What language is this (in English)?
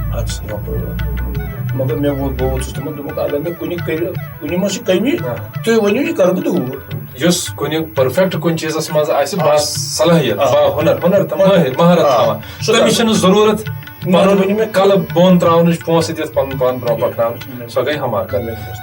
Kashmiri